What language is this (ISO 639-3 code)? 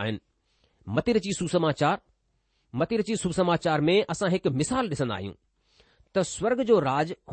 snd